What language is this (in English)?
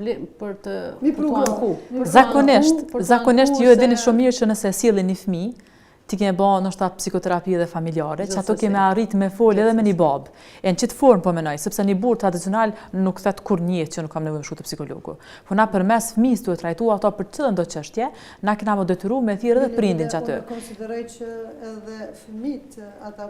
Albanian